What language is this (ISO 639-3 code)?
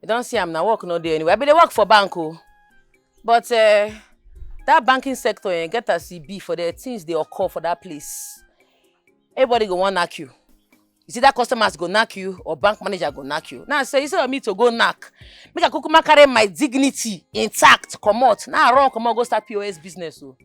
pcm